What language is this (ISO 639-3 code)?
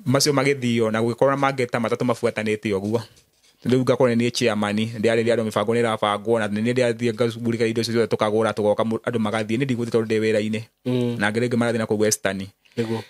kik